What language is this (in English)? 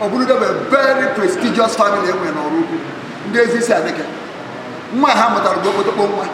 Igbo